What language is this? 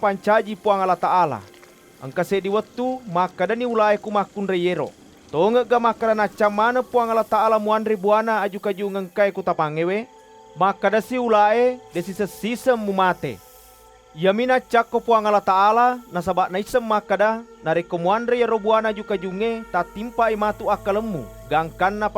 Buginese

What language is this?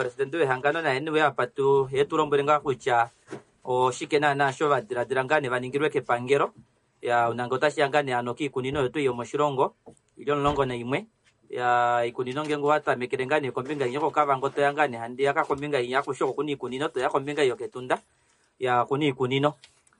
Kuanyama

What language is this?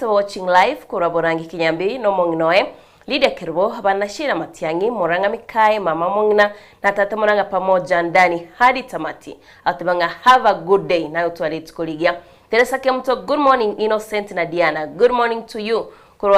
Gusii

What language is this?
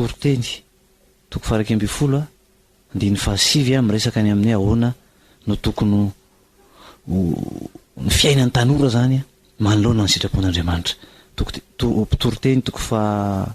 Malagasy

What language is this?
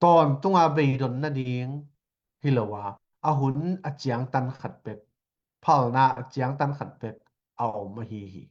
Tedim Chin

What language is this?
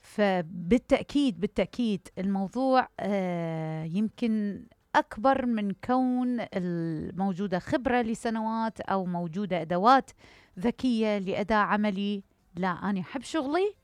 Mesopotamian Arabic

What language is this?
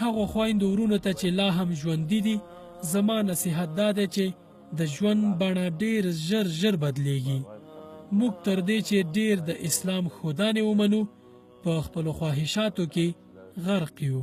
Pashto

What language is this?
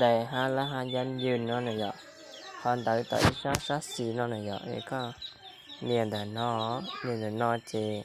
Hmong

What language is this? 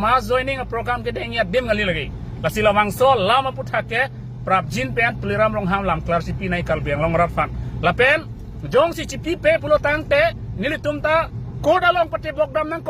Karbi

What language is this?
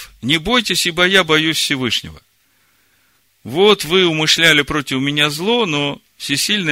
Russian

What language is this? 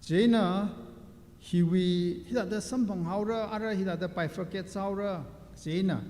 Tangkhul Naga (India)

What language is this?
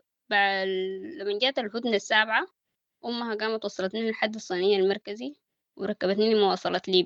Sudanese Arabic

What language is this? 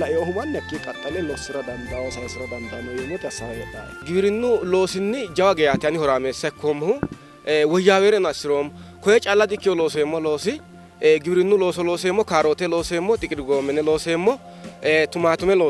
Sidamo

